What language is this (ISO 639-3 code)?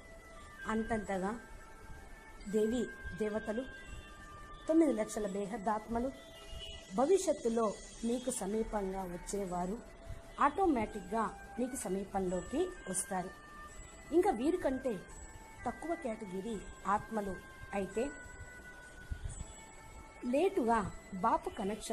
tel